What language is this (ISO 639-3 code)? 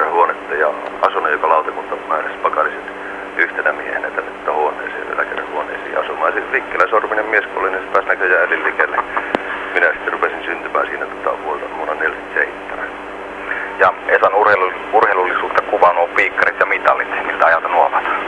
fin